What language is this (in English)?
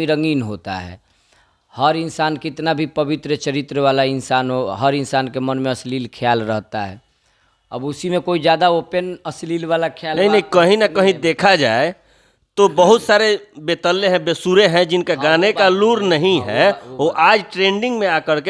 Bhojpuri